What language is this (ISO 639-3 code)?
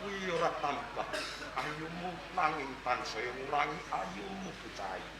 jav